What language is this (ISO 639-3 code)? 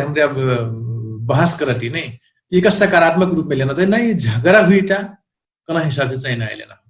thl